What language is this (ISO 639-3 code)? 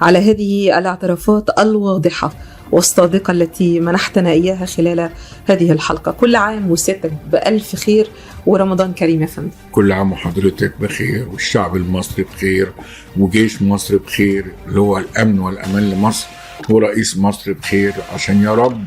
arz